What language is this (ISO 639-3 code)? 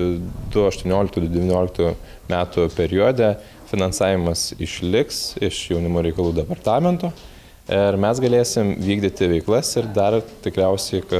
lit